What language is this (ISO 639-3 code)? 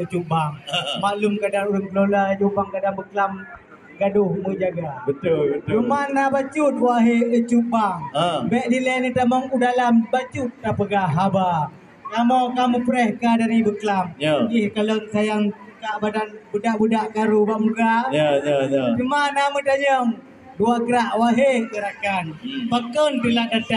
ace